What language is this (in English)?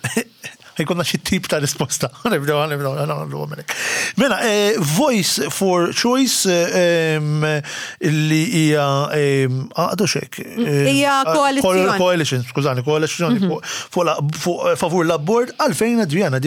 Maltese